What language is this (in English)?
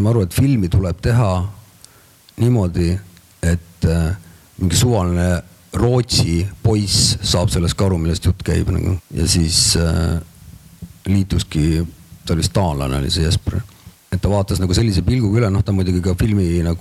Estonian